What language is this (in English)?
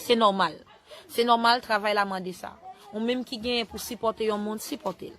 Haitian Creole